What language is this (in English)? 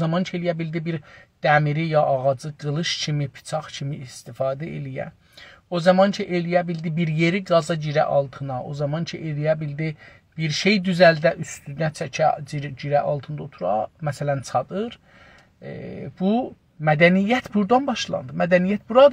South Azerbaijani